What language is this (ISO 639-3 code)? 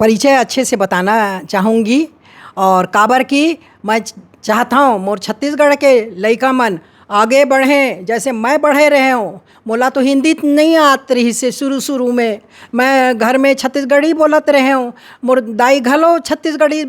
hne